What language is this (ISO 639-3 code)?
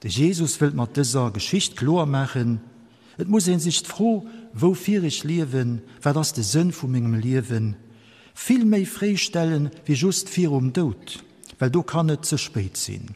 ltz